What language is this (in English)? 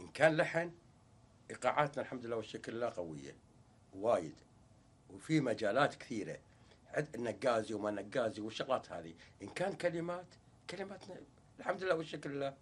Gulf Arabic